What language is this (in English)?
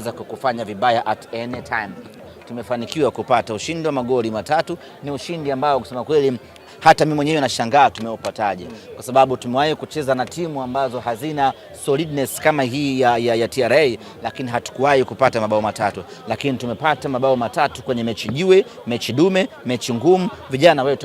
Swahili